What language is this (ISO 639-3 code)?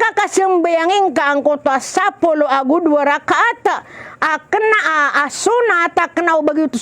mrw